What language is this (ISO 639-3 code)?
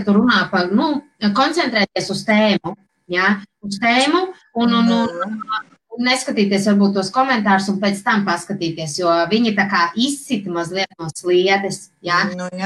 lav